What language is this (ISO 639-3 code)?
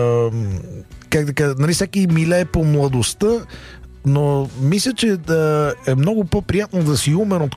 bul